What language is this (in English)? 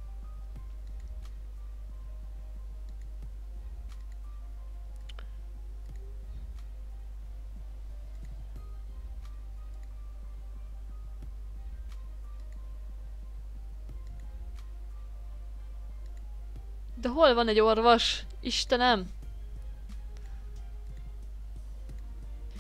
Hungarian